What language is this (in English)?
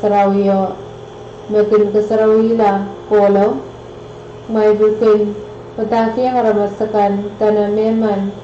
Pohnpeian